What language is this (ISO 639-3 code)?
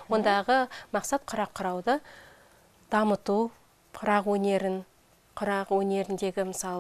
kaz